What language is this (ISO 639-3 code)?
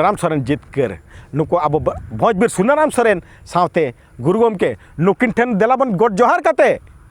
sat